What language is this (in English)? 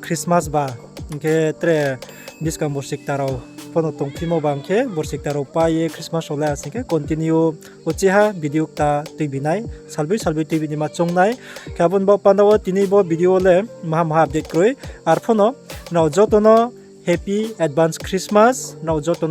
Riang (India)